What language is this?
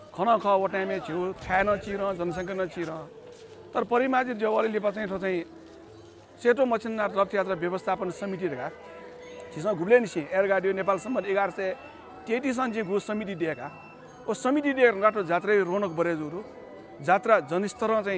Newari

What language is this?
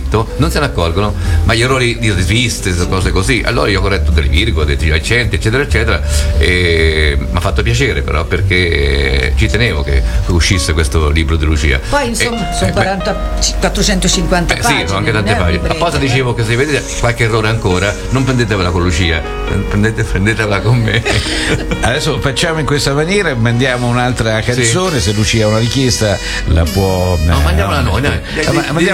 Italian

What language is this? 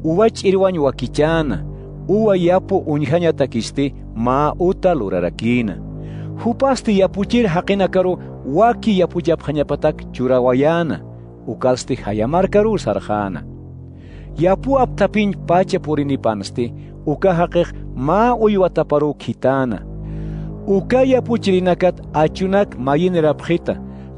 Aymara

